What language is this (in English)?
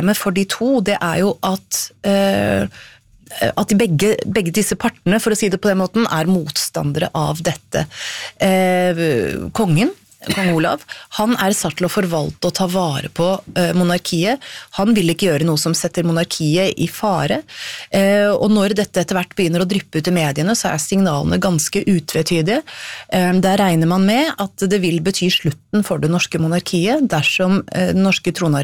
Norwegian